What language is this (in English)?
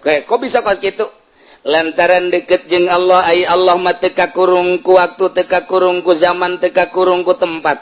Sundanese